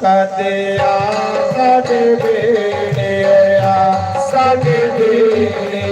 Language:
Dogri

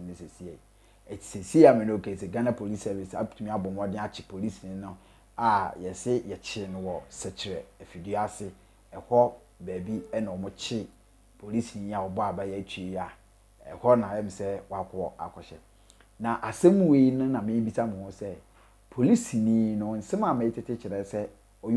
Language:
Akan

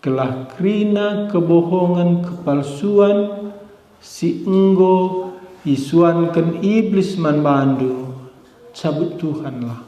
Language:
Batak Karo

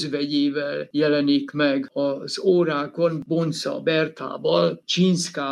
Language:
Hungarian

